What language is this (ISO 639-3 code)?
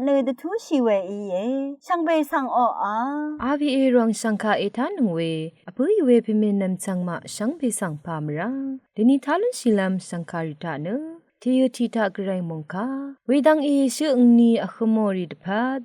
raw